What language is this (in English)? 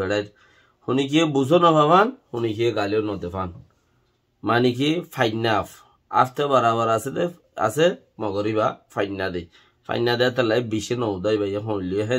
Rohingya